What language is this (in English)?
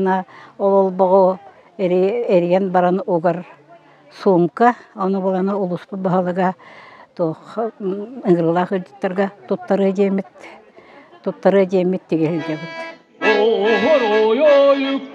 Yakut